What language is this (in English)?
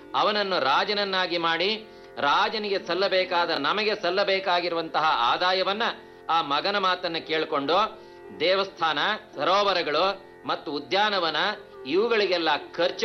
Kannada